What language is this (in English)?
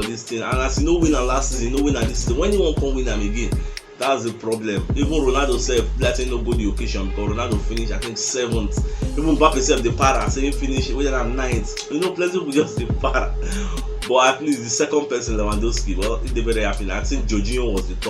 Nigerian Pidgin